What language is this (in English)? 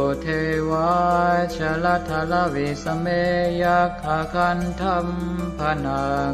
Pali